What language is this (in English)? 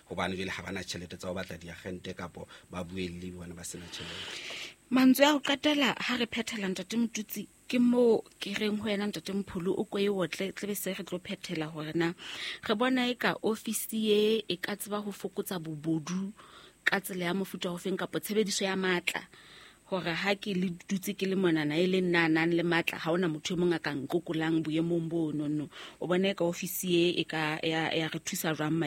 Southern Sotho